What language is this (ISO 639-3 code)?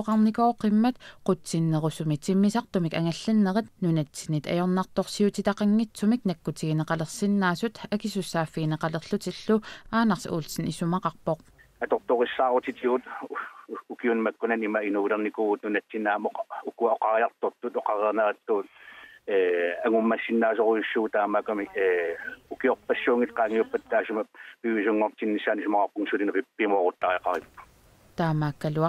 kal